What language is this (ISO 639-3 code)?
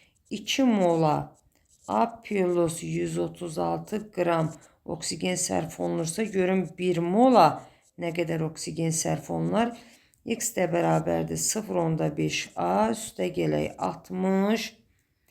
aze